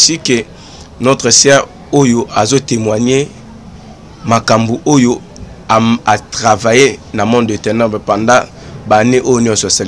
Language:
Lingala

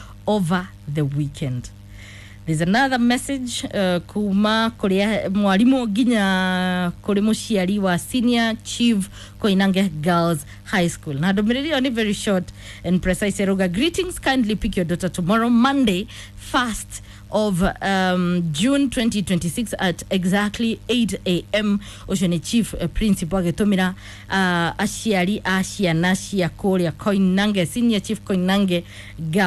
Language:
Kikuyu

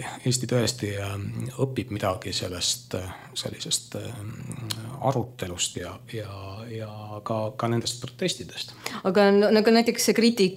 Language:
Estonian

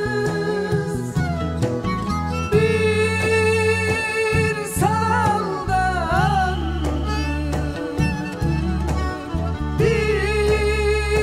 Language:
Turkish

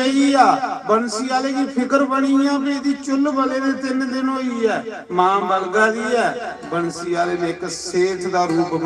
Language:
Dogri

